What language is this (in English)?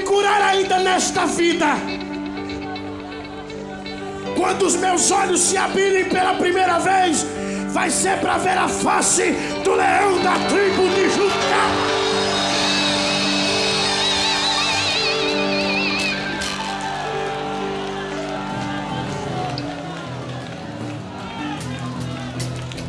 Portuguese